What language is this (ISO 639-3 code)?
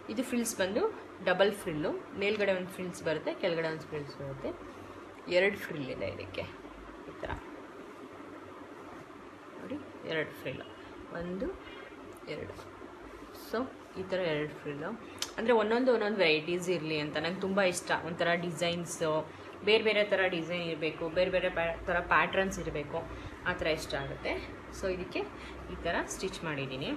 kan